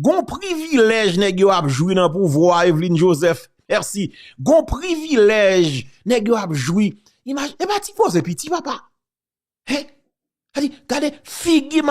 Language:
Haitian Creole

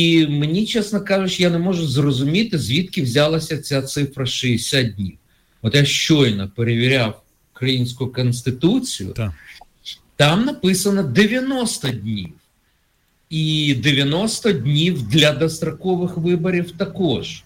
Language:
Ukrainian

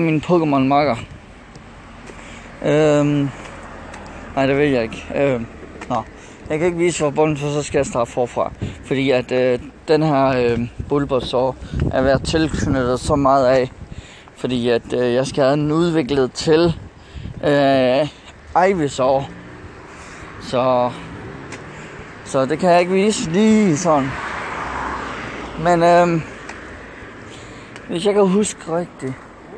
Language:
Danish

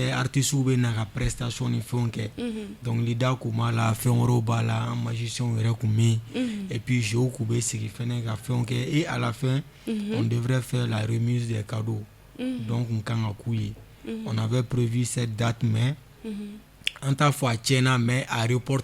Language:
Bambara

